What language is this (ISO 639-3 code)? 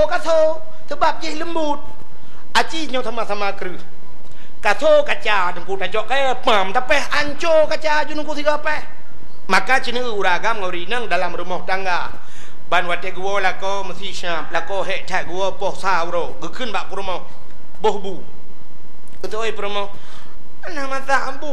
ace